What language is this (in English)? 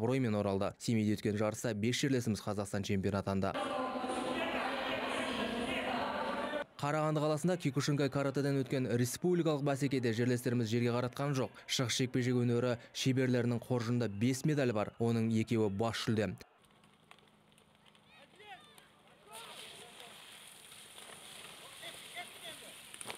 Kazakh